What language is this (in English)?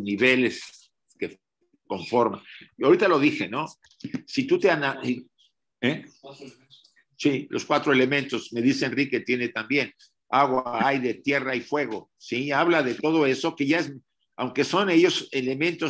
Spanish